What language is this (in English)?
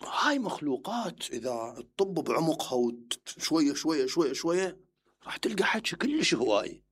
Mesopotamian Arabic